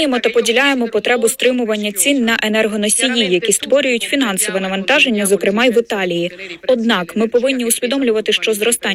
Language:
Ukrainian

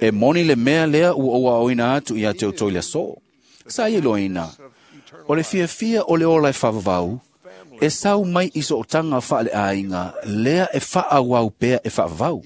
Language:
Samoan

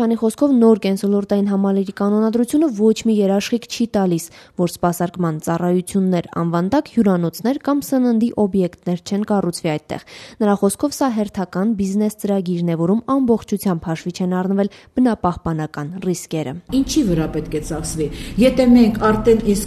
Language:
Armenian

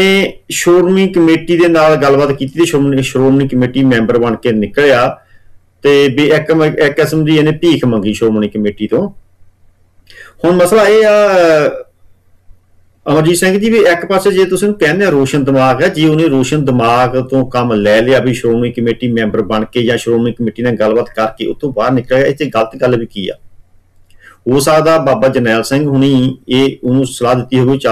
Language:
Punjabi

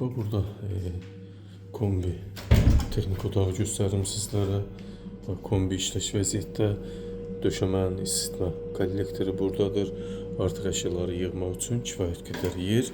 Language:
Azerbaijani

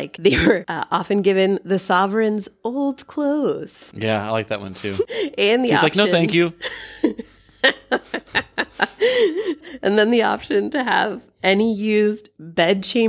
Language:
English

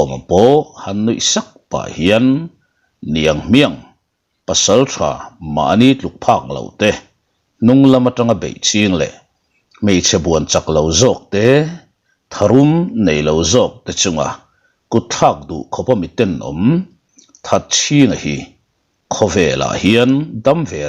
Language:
Mizo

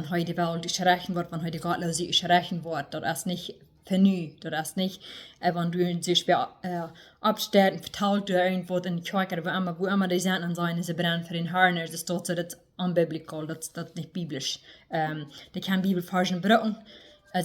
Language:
Plautdietsch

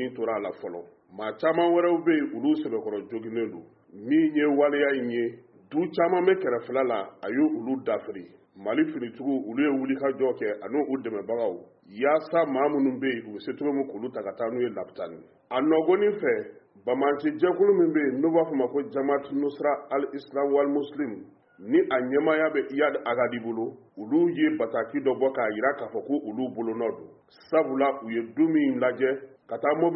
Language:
Bambara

